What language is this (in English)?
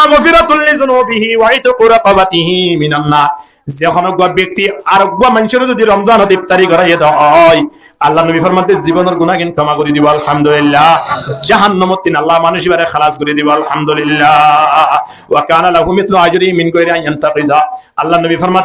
Rohingya